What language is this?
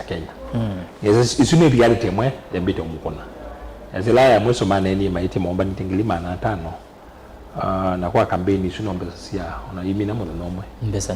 Kamba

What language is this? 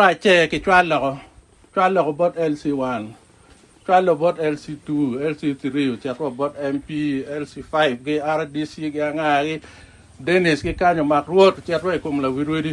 Acoli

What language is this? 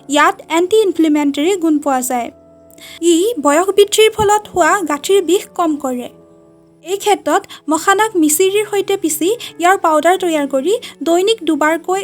Assamese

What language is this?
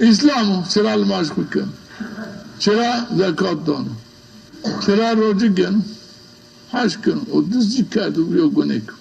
Zaza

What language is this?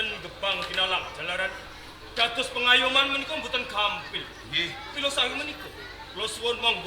Javanese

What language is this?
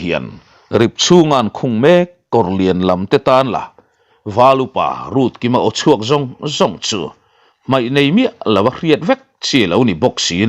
Mizo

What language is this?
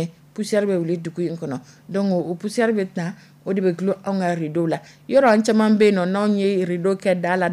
Dyula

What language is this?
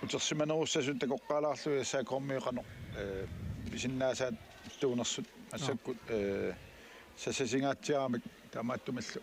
Kalaallisut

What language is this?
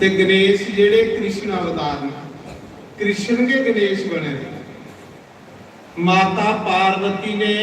Dogri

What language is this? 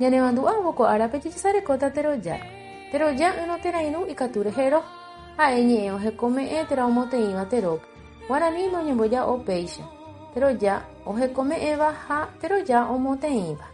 Guarani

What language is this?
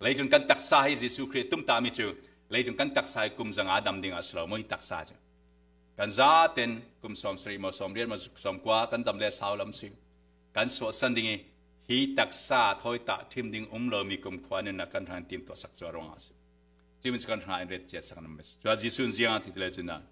Falam Chin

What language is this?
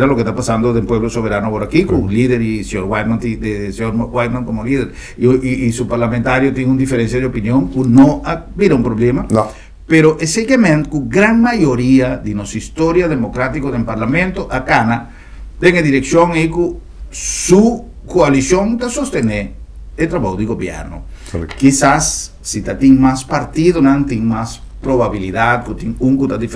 Papiamento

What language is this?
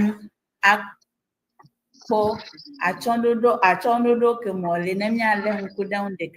Ewe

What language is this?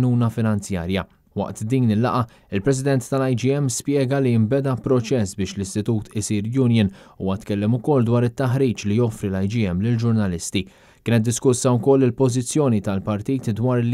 Maltese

